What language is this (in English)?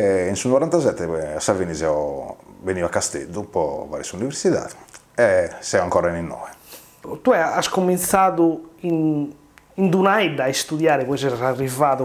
Sardinian